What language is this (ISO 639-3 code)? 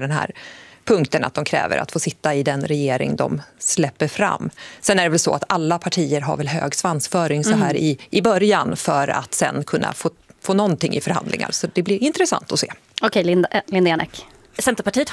swe